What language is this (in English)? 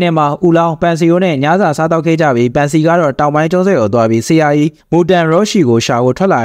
Burmese